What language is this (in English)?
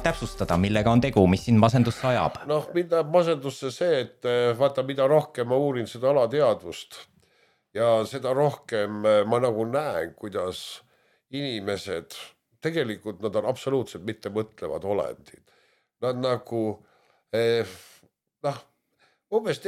Estonian